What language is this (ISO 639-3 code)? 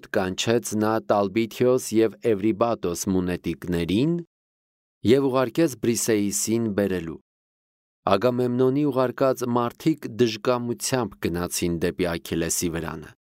hye